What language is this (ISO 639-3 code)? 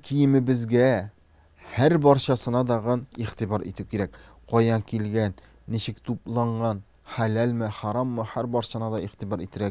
tat